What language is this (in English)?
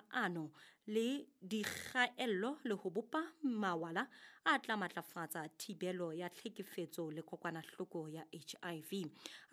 Southern Sotho